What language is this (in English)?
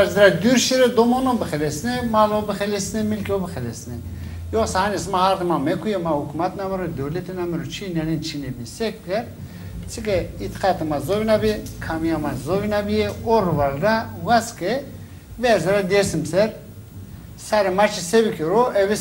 Zaza